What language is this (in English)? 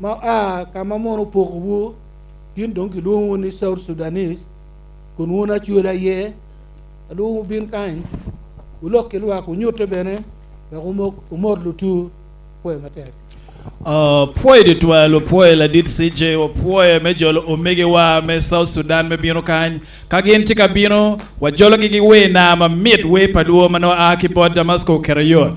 Acoli